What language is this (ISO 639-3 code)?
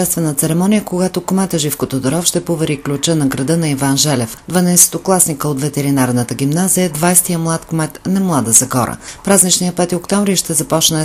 bul